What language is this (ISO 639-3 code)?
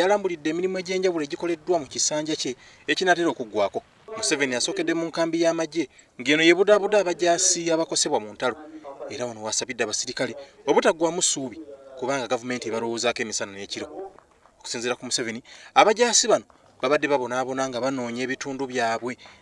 lug